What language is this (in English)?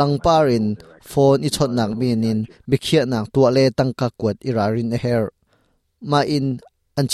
Hakha Chin